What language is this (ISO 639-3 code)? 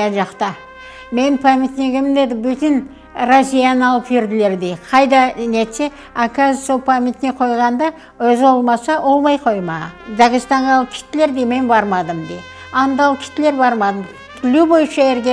crh